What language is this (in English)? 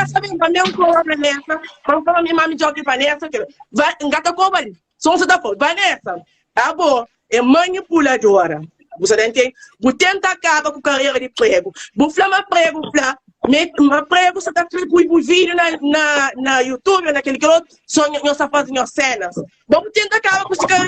Kabuverdianu